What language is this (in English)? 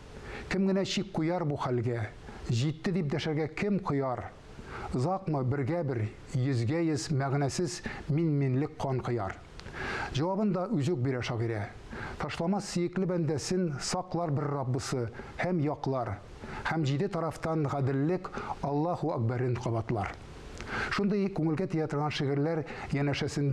Tatar